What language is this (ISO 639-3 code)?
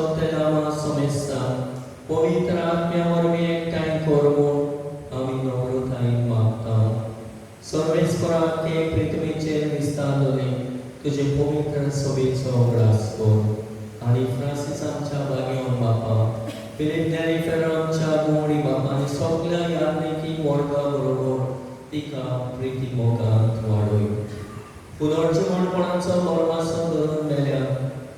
kok